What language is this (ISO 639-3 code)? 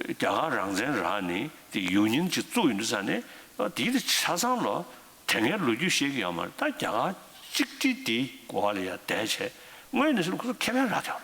bod